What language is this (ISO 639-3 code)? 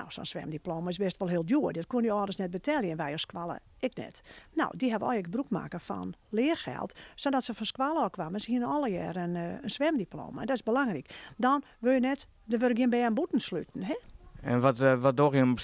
fry